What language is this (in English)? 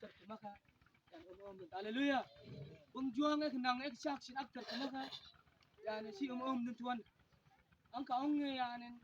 Mabaan